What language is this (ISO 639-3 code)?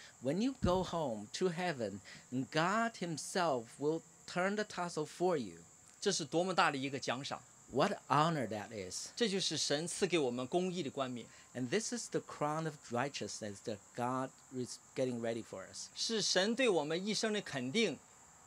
eng